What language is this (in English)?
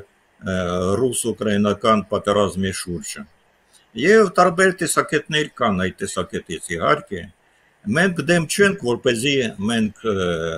Armenian